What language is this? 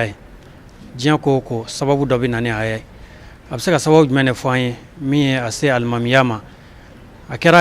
Bambara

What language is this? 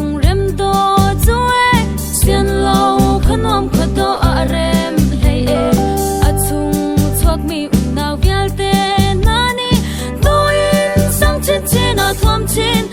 Hakha Chin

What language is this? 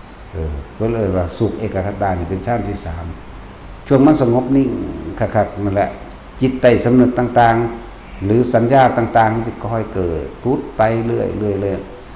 Lao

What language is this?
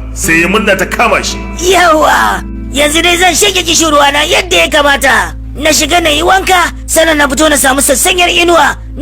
Hausa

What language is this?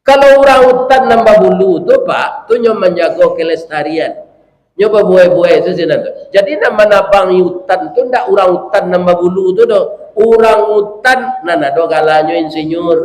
Minangkabau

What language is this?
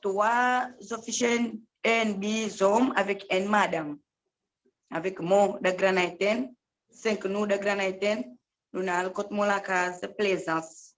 Seselwa Creole French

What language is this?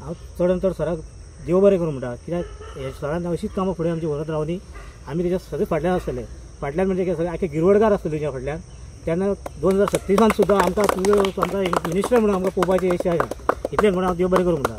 Konkani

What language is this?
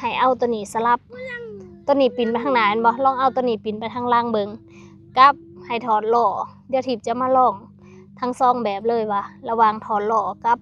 Lao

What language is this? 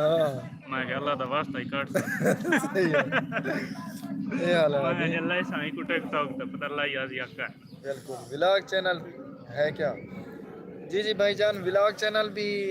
Saraiki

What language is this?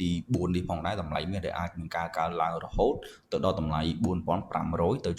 Khmer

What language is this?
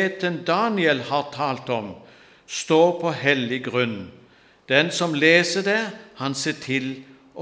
Norwegian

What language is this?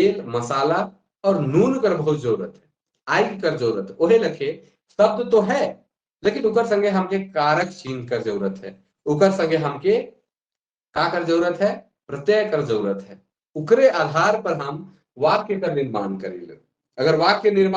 Sadri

